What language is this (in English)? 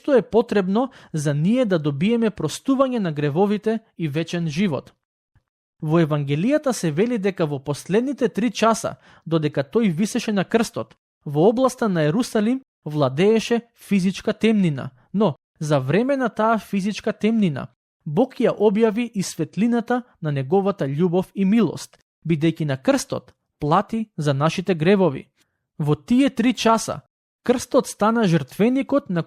Macedonian